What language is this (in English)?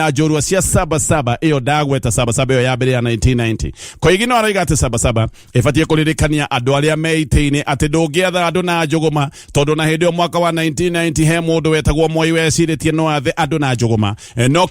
Kikuyu